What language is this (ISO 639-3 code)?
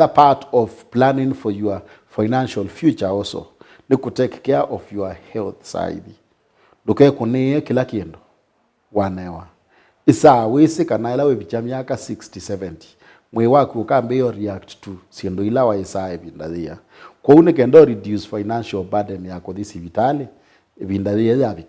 kam